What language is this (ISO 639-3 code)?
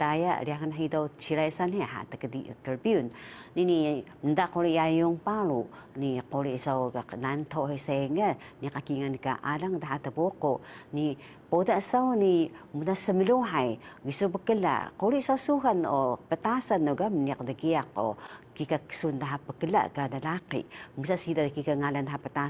trv